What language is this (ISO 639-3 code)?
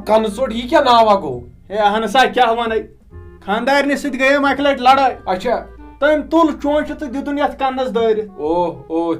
kas